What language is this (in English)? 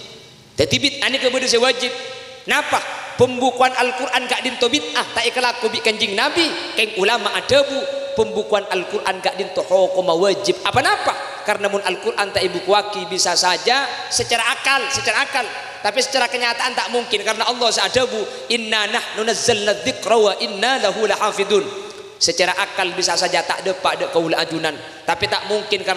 Madurese